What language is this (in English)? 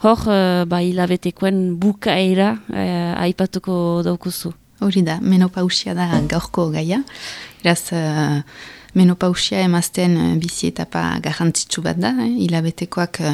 Basque